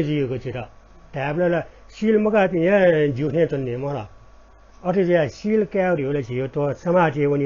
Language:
Newari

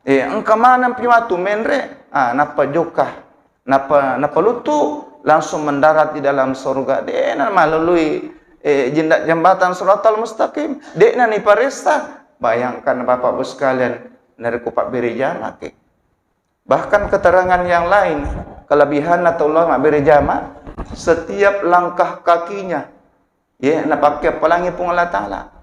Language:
Buginese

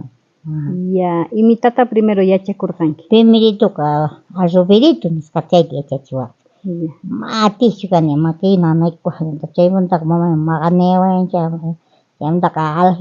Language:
South Bolivian Quechua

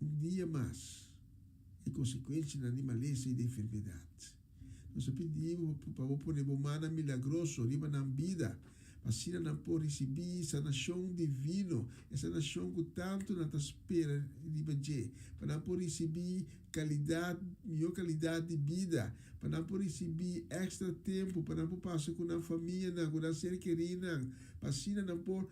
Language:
Papiamento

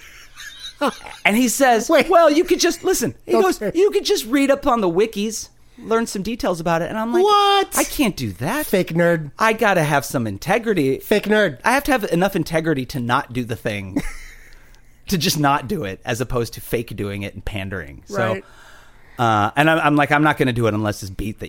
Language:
English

